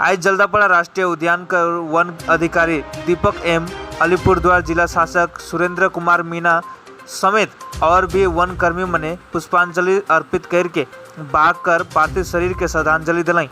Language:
Sadri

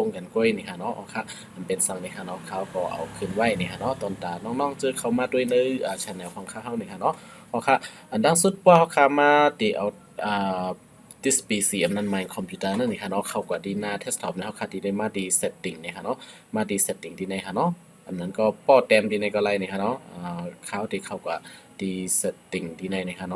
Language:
Shan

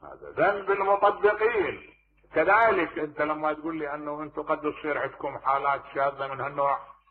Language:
Mesopotamian Arabic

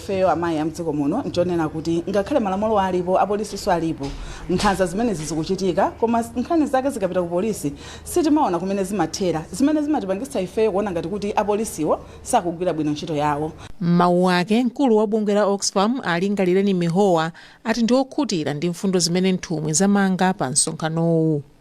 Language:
Nyanja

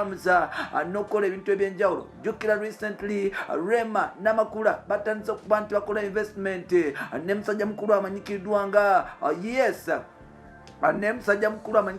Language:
Ganda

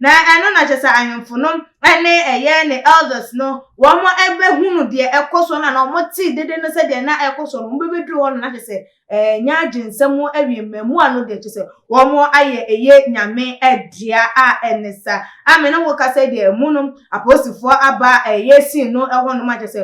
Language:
Akan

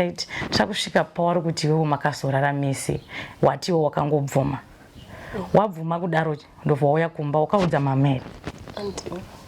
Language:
Shona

